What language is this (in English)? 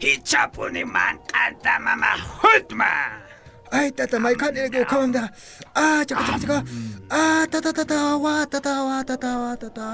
Aymara